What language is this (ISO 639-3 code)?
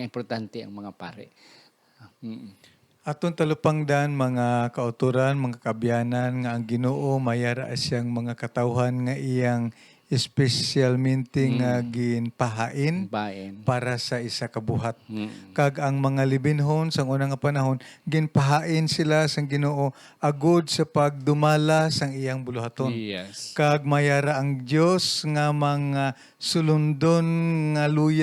hil